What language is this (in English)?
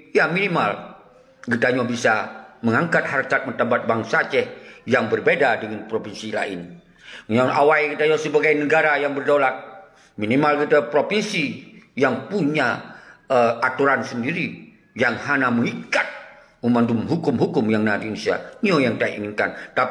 Achinese